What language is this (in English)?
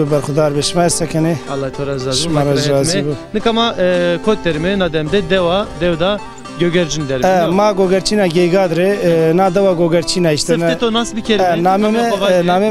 Zaza